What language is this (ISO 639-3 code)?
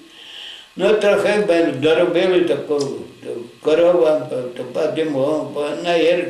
rue